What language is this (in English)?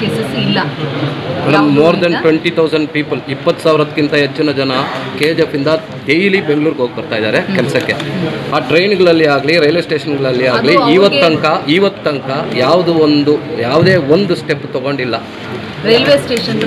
Kannada